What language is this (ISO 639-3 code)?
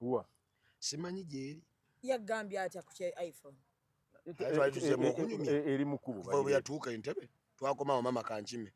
lug